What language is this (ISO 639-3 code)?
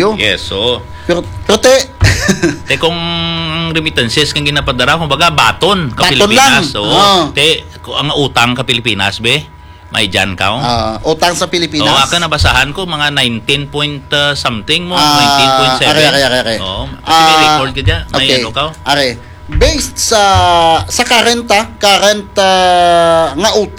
hil